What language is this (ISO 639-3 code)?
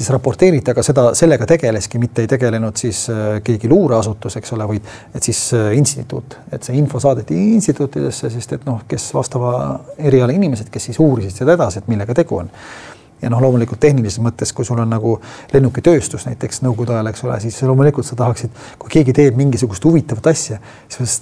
est